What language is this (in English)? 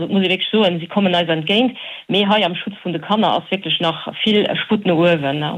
Luxembourgish